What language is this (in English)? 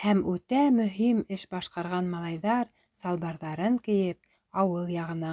Bashkir